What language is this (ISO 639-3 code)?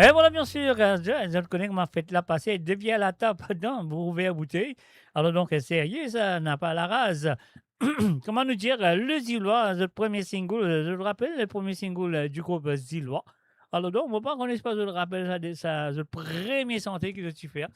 mfe